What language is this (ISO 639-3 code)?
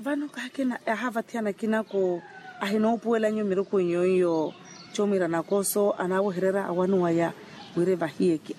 vmw